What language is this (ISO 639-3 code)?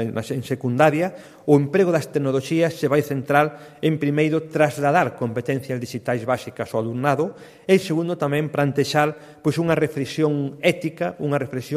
glg